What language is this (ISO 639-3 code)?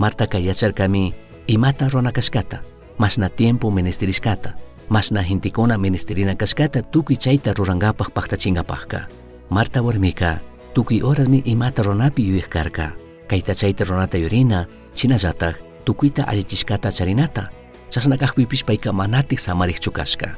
qug